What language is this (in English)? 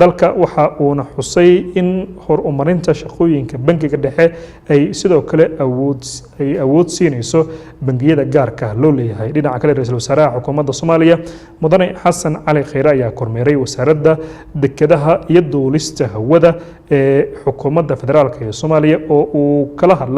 Somali